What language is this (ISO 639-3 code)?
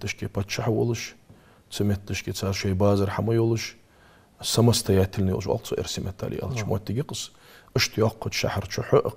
inh